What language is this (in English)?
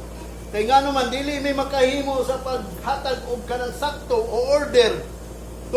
Cebuano